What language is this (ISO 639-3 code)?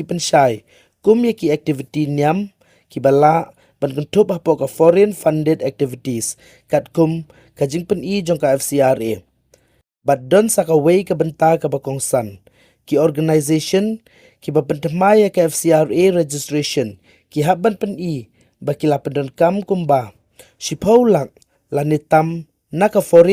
kha